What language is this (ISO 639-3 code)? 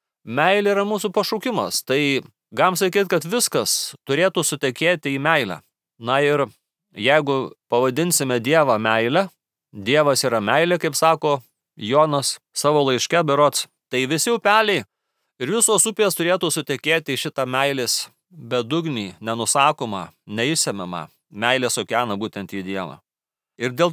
lit